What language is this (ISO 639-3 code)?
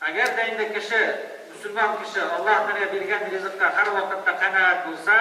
tat